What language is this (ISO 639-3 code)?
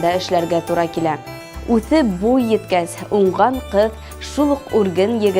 bak